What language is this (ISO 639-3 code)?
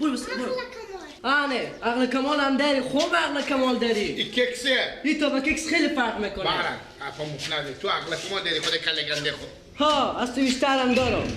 fas